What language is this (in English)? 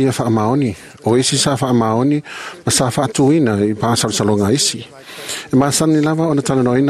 Samoan